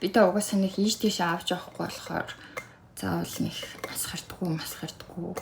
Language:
Mongolian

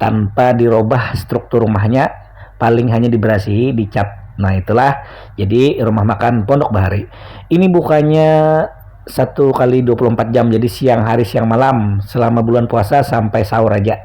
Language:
Banjar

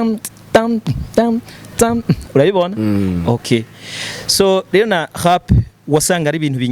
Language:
Rundi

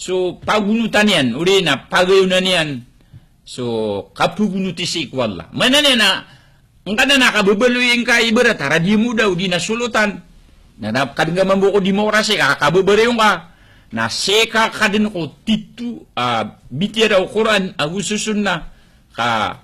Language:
Maranao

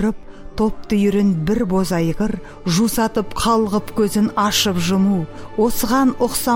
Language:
Kazakh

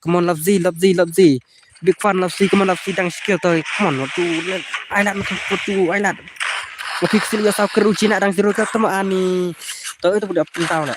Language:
Khasi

